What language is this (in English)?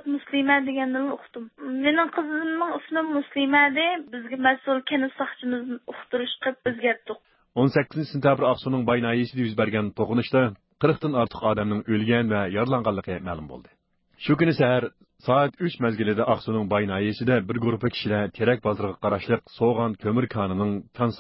Uyghur